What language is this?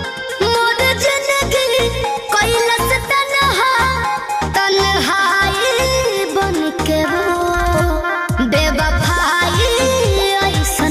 Bhojpuri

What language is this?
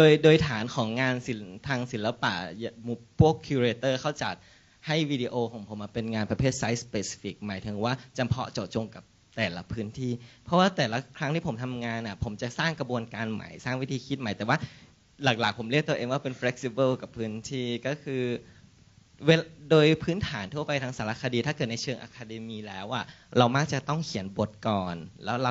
Thai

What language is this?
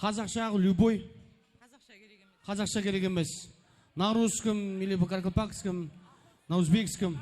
Kara-Kalpak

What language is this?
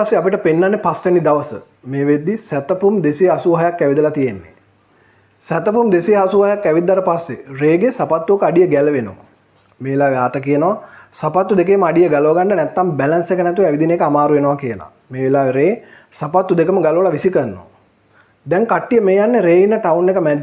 Sinhala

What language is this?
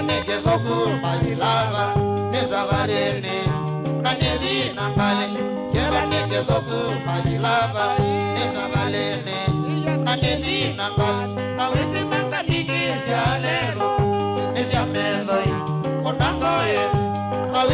Kamba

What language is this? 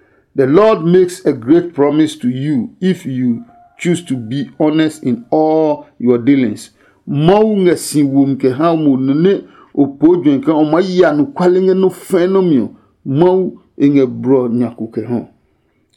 Adangme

